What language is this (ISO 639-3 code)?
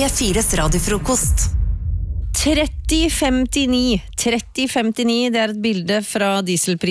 nor